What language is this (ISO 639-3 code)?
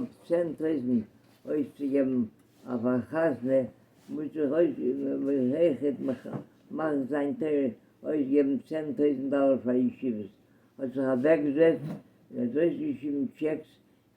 yid